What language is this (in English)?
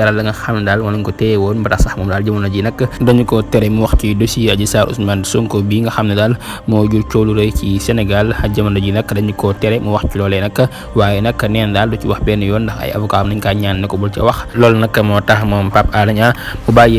Wolof